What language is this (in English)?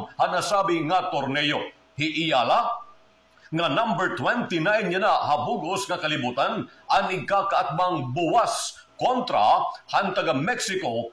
Waray